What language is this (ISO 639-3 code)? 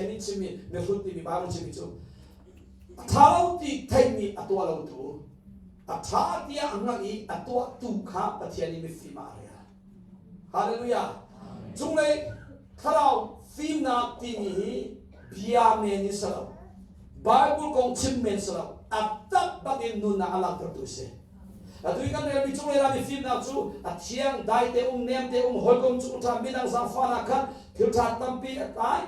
cnh